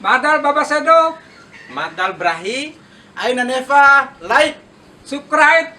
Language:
Bima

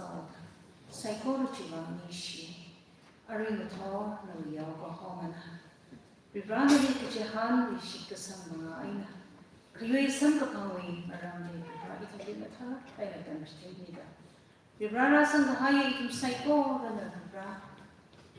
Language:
Tangkhul Naga (India)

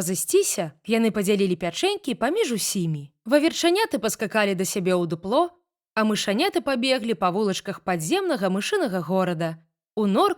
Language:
Belarusian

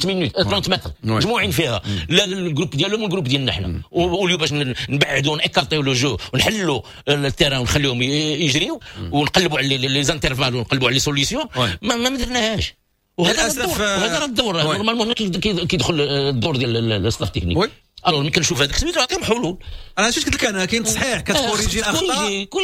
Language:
Moroccan Arabic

